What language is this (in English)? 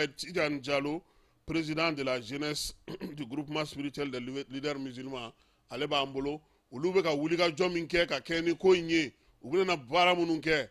Bambara